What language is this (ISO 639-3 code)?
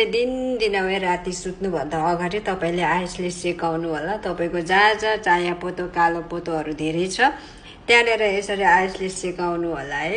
nep